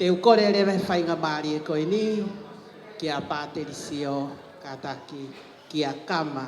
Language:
Tongan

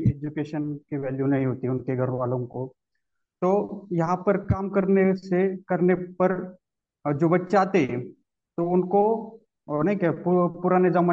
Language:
Hindi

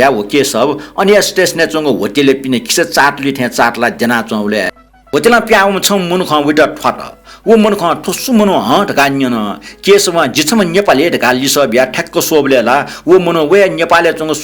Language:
Newari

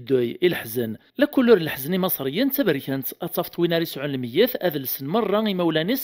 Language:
Kabyle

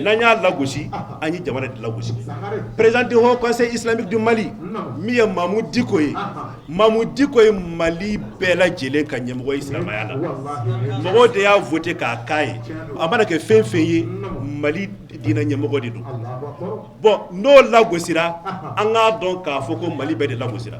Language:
Bambara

